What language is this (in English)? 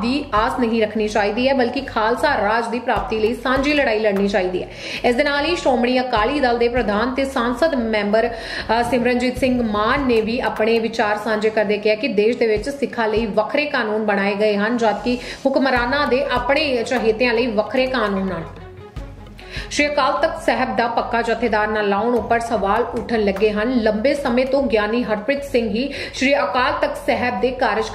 Punjabi